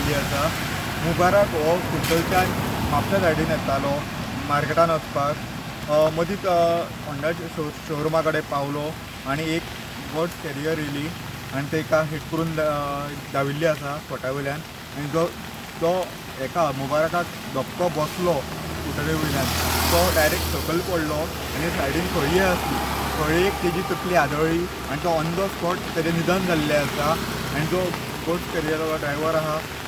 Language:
Konkani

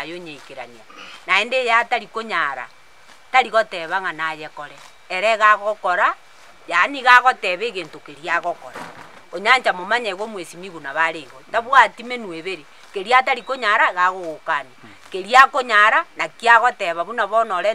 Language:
Gusii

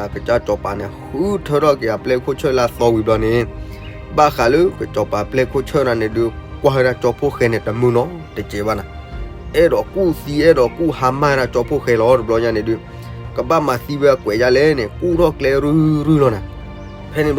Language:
S'gaw Karen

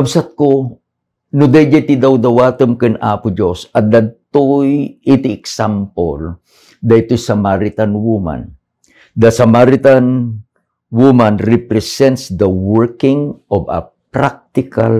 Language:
Iloko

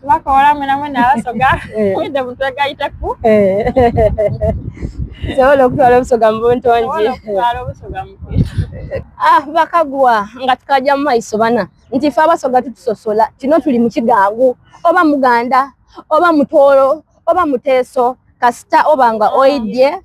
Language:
Soga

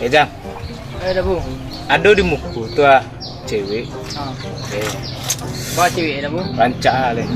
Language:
Minangkabau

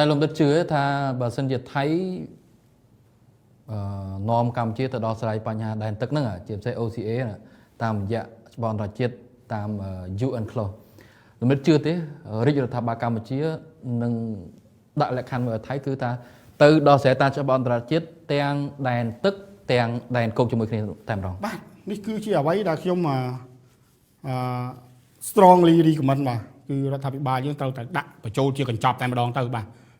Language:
Khmer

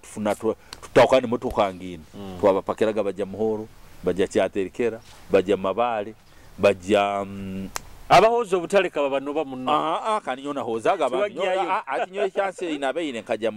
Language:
Nyoro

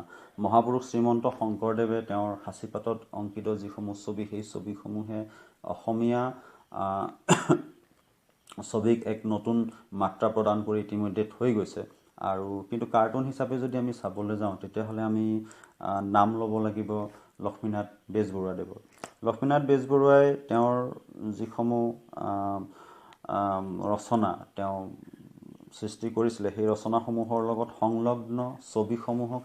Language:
Assamese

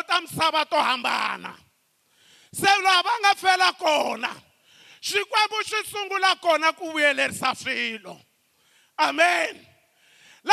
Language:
Tsonga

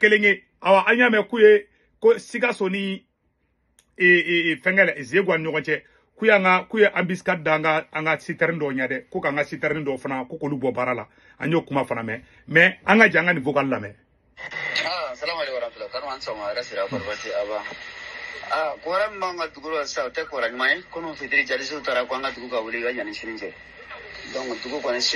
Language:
Bambara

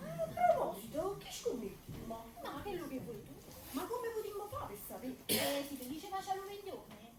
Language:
Neapolitan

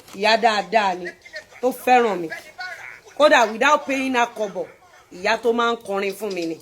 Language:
Yoruba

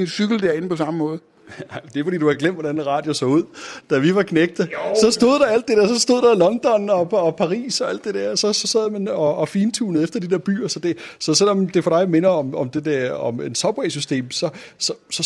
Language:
Danish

